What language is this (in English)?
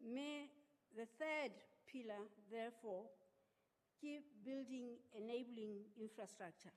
Southern Sotho